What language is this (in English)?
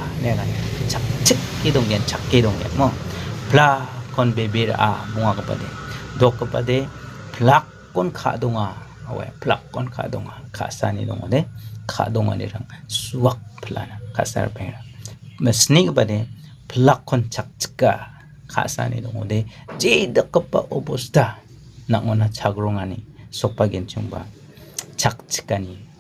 Garo